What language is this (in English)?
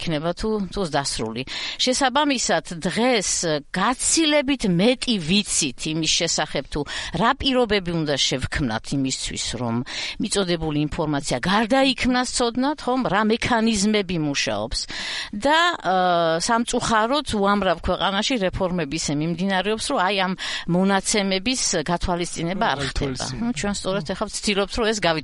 Georgian